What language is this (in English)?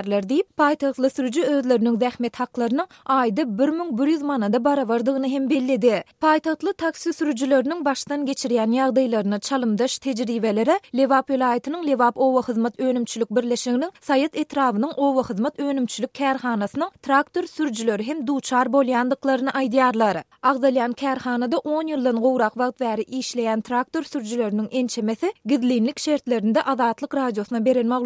Turkmen